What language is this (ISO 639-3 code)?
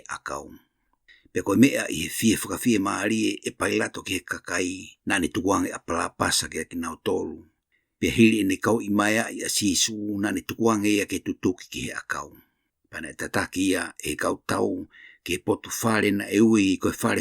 ton